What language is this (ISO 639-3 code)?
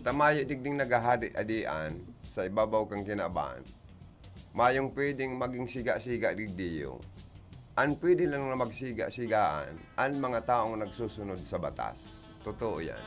bik